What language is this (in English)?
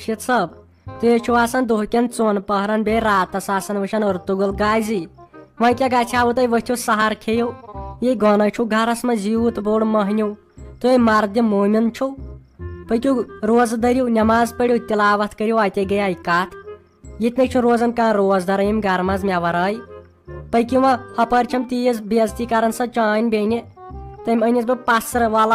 Kashmiri